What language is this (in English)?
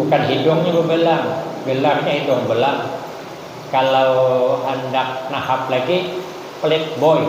Banjar